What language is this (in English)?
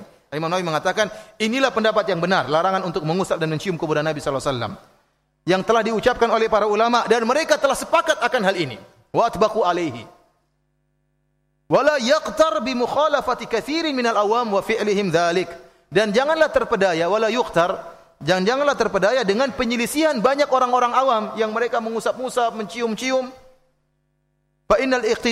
Indonesian